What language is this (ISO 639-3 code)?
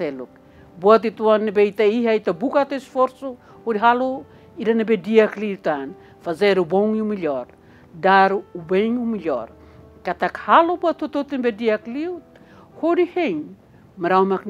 tet